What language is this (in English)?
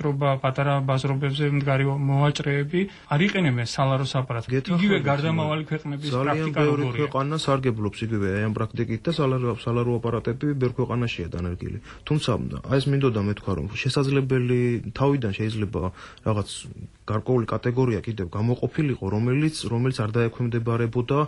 Georgian